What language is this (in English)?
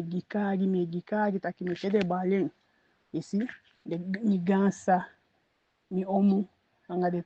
Eastern Maroon Creole